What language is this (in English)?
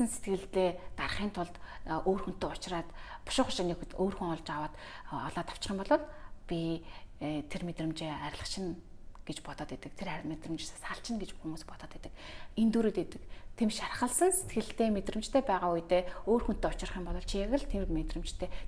Mongolian